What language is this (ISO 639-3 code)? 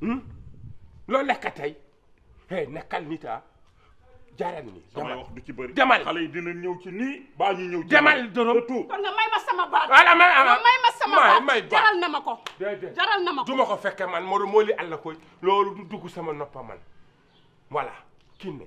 wol